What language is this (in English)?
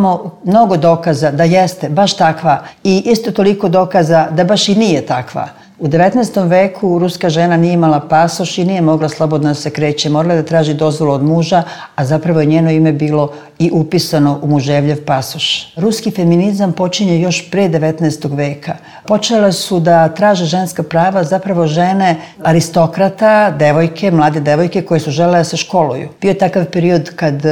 Serbian